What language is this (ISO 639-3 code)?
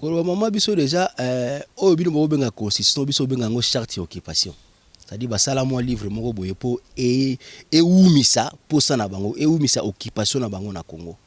lin